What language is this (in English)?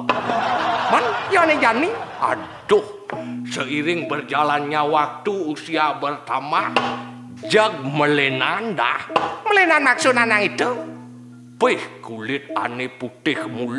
Balinese